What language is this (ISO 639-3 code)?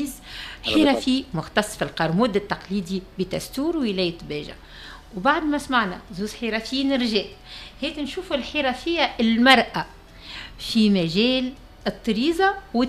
aeb